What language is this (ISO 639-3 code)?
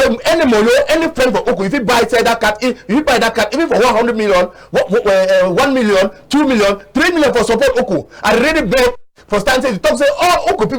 wes